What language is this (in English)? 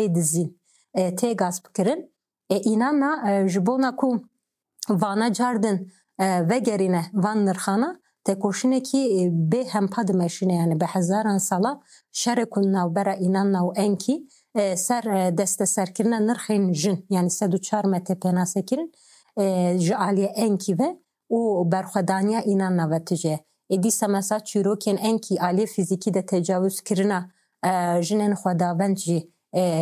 Kurdish